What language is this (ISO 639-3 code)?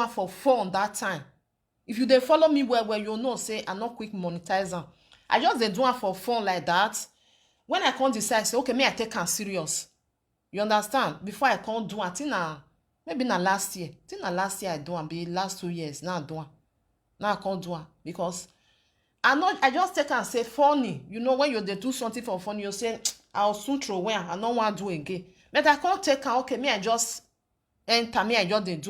pcm